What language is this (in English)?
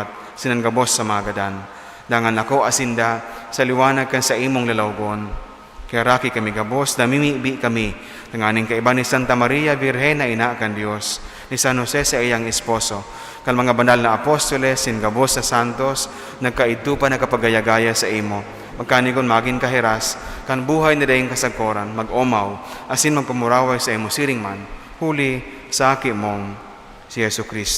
Bikol